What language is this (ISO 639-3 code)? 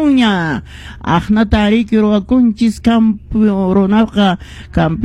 que